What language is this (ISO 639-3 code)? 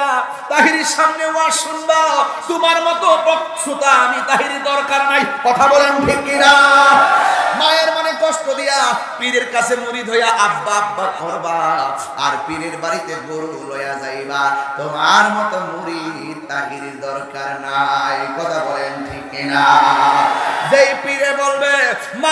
ben